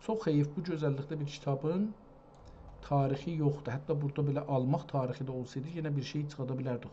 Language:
South Azerbaijani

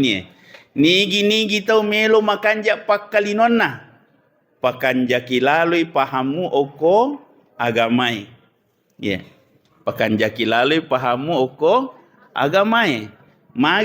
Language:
Buginese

